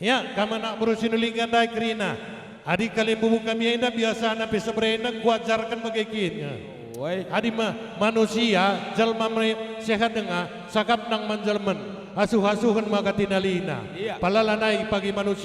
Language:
Batak Karo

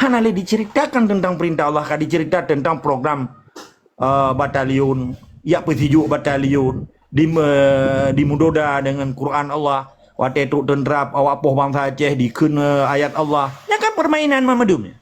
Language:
Achinese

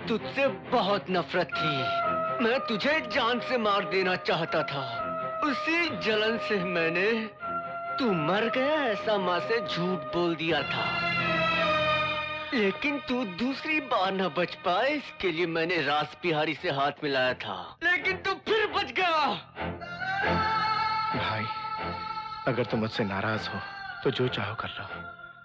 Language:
Hindi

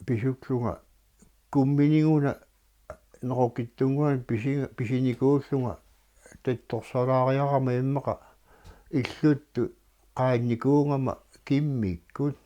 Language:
Kalaallisut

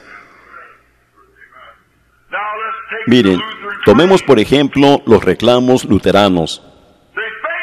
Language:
Spanish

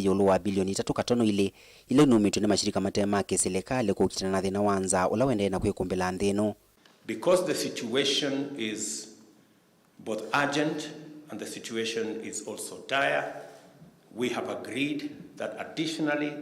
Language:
Kamba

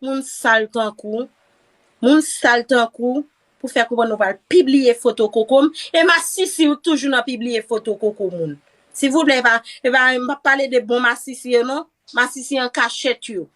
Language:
Haitian Creole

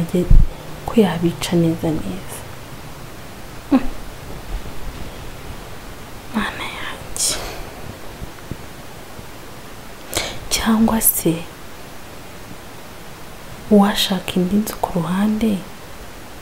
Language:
Kinyarwanda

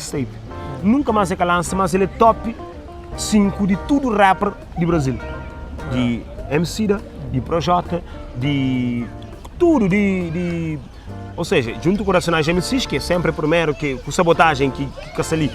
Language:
Kabuverdianu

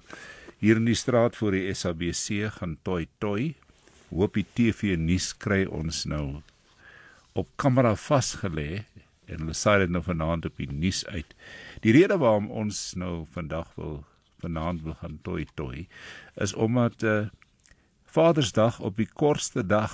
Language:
Afrikaans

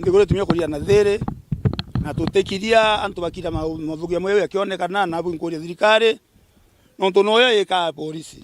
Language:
Meru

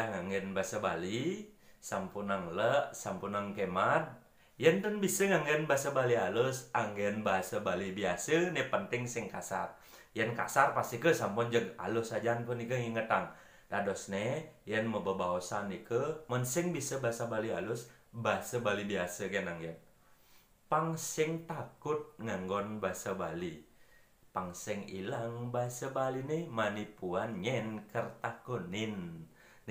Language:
Balinese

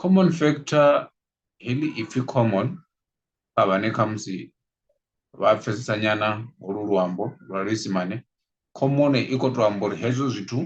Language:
Venda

